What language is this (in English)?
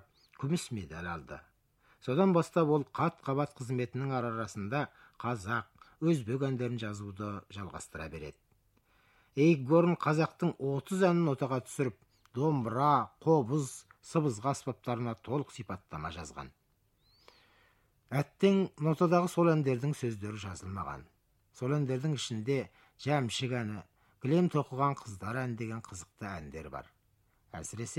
Kazakh